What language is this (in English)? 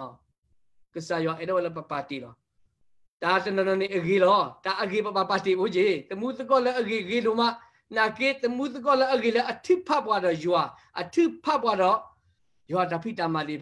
S'gaw Karen